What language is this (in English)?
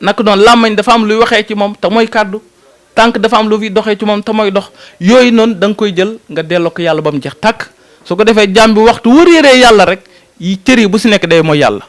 Wolof